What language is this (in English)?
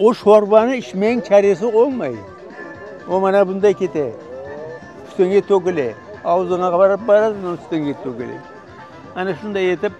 Crimean Tatar